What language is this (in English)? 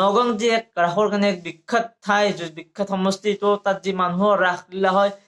Assamese